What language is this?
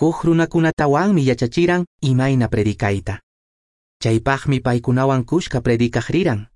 Quechua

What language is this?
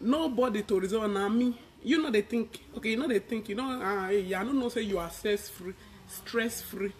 Nigerian Pidgin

